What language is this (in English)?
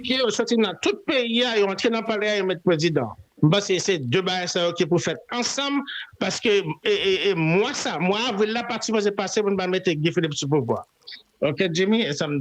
Haitian Creole